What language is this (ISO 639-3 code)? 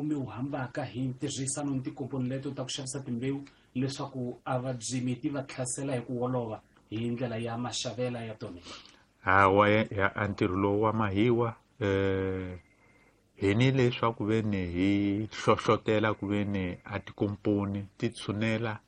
tso